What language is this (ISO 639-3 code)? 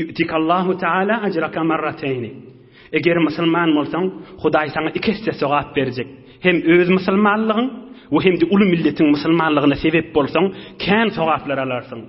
tuk